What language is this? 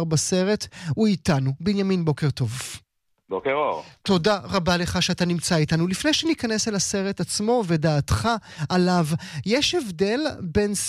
Hebrew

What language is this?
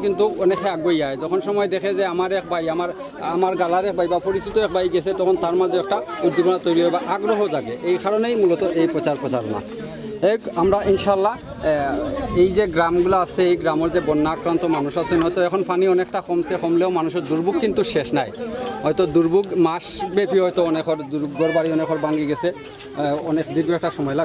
Sylheti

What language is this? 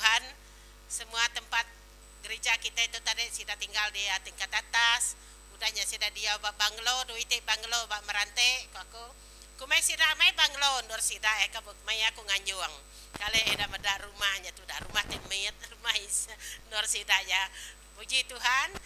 Iban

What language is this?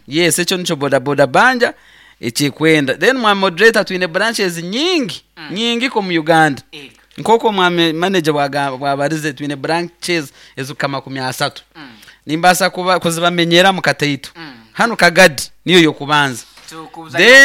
Nyoro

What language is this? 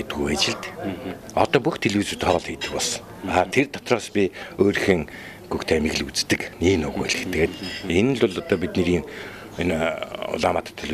Mongolian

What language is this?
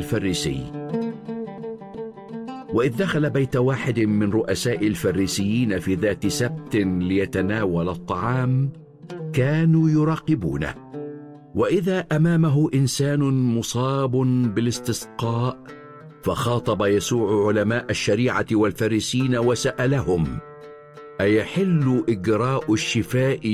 Arabic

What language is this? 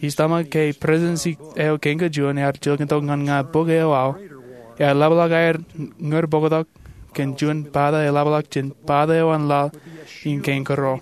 Marshallese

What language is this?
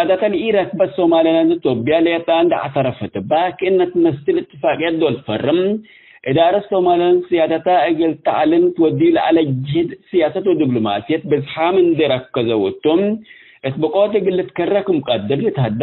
Tigre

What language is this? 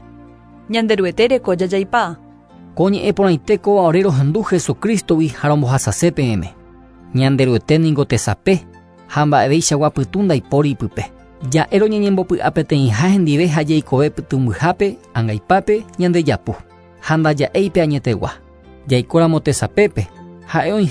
Guarani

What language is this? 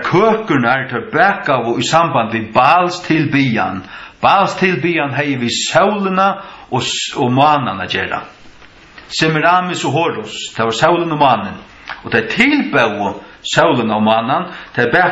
Faroese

